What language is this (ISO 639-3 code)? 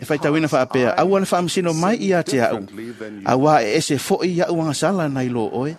smo